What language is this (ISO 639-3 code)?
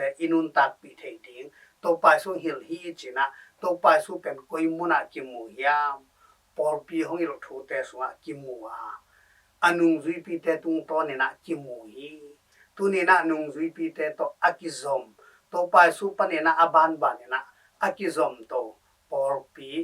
ctd